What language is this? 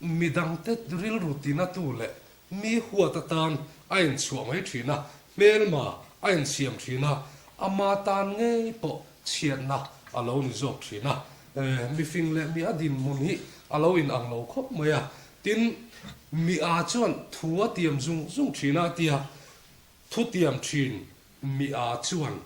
Mizo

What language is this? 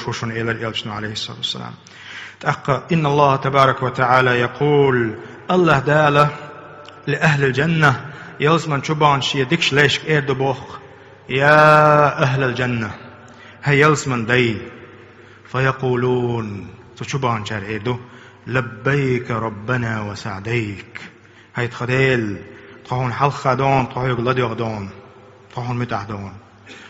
Chechen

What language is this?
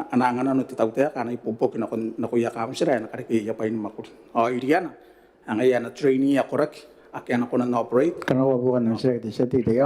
Gilbertese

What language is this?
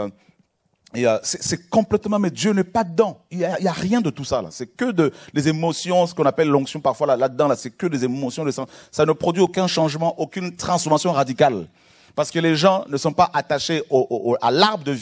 French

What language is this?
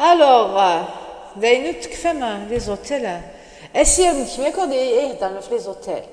Kabyle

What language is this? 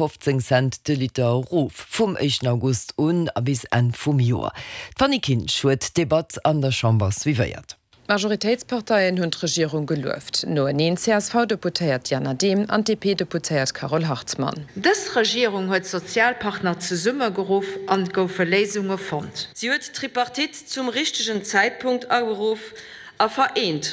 Luxembourgish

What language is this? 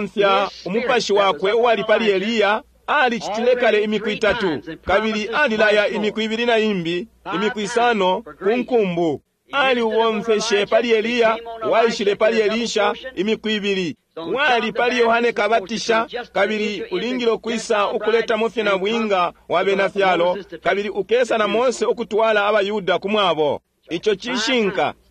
Bemba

